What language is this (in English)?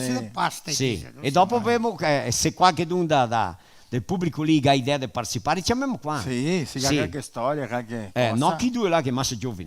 Venetian